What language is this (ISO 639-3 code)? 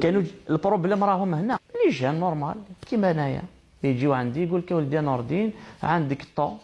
arq